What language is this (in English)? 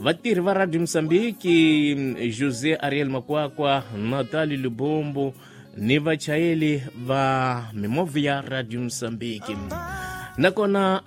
Tsonga